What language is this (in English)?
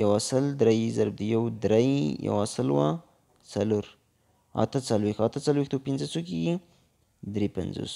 Pashto